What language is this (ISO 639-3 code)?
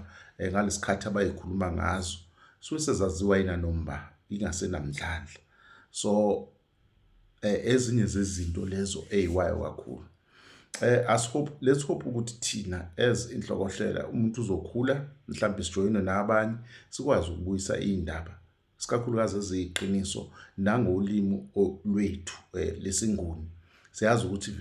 zul